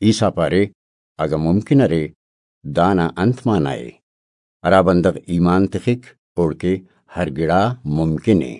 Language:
Brahui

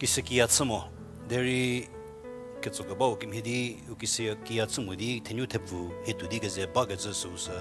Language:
Angami Naga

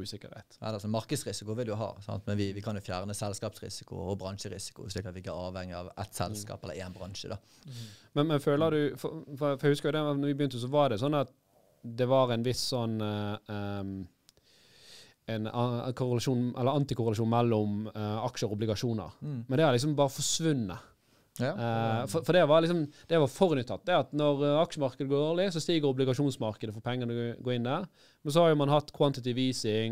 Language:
Norwegian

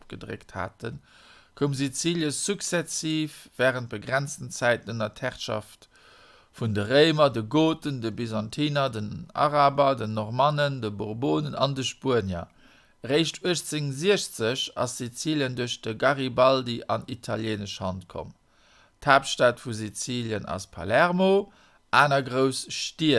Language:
Luxembourgish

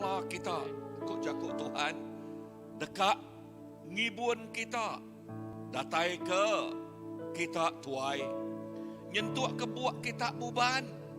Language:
Iban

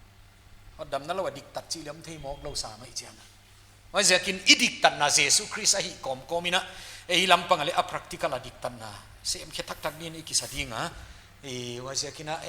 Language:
Paite Chin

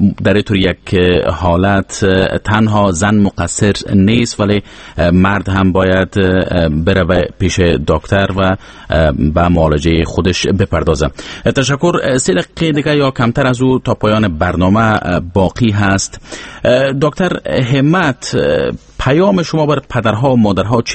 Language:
Persian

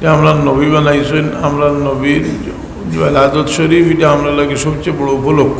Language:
Sylheti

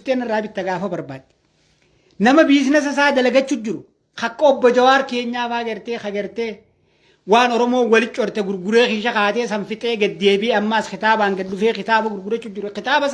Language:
Oromo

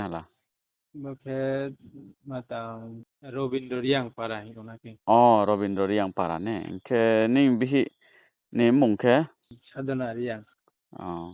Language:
Riang (India)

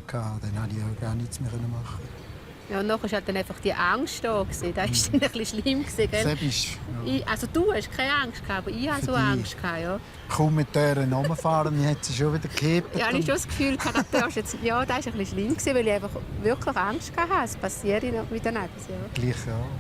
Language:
Swiss German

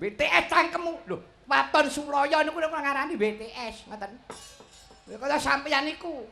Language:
Javanese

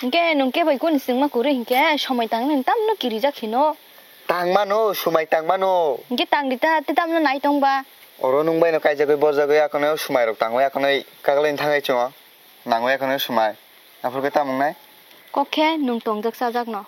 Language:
Kok Borok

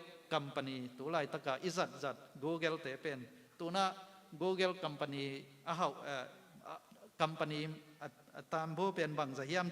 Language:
Tedim Chin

